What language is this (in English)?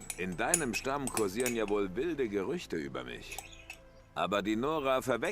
Bavarian